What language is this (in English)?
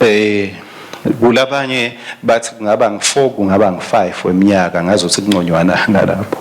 Swati